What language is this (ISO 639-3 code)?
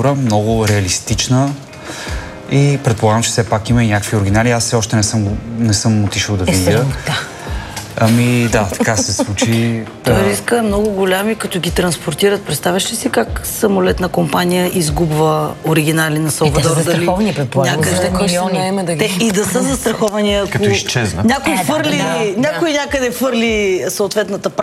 bul